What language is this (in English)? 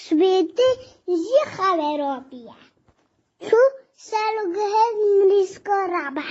Kurdish